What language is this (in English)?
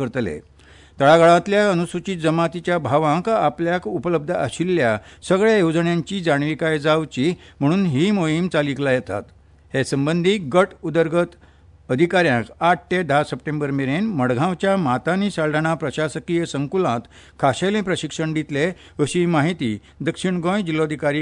Konkani